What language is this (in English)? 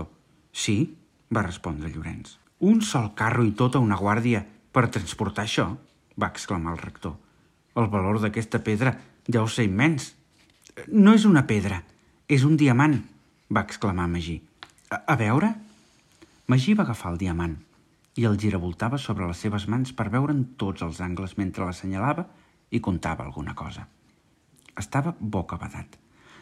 Catalan